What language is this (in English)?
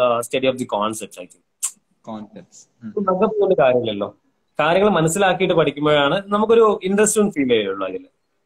Malayalam